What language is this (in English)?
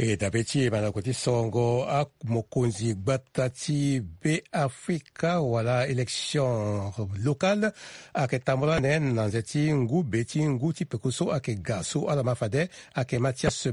Sango